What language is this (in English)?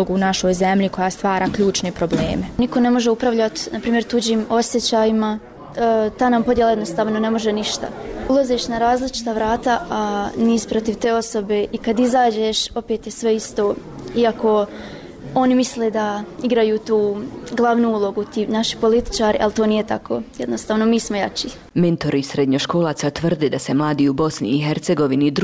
Bosnian